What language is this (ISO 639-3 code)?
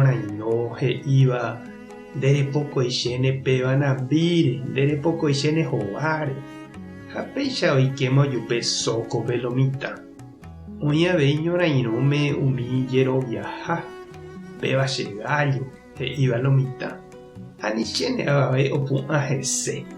grn